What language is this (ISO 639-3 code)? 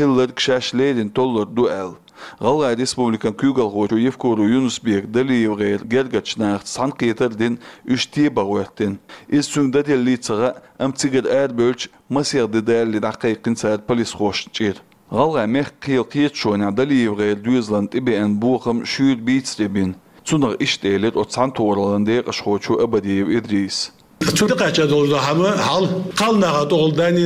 che